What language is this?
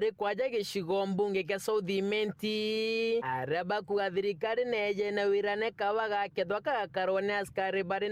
Meru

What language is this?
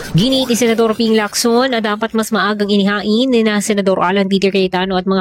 Filipino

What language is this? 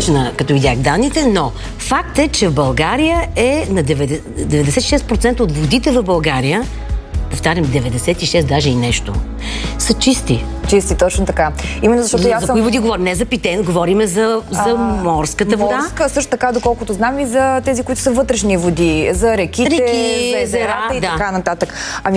Bulgarian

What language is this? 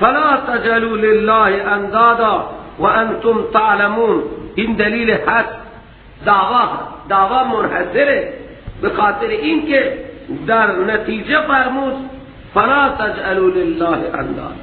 Persian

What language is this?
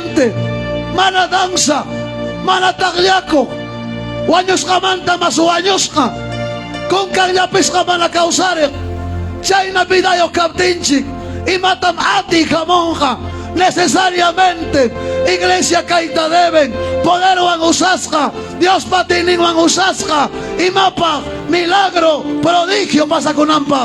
Ayacucho Quechua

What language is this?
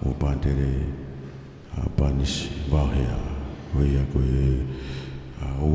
Tongan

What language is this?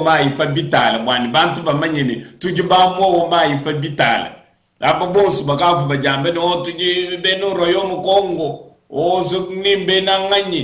Luba-Lulua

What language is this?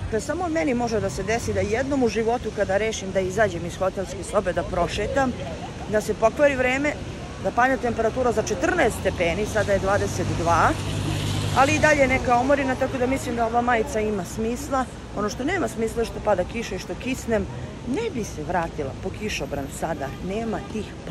Serbian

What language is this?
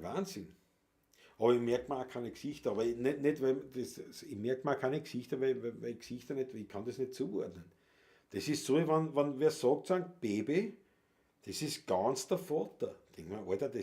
Bavarian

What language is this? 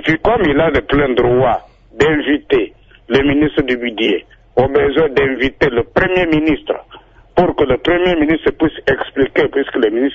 French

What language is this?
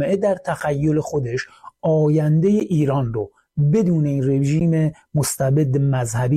Persian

